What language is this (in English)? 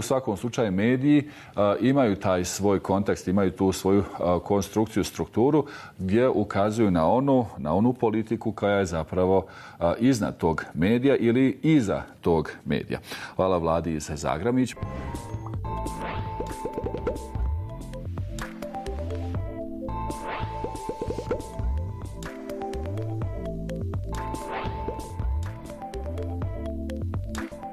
Bosnian